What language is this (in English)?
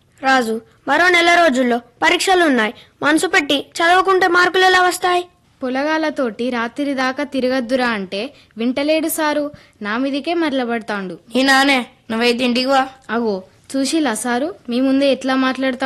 Telugu